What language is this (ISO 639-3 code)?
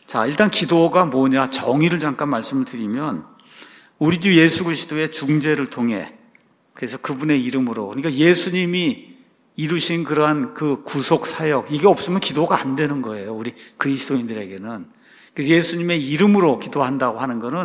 kor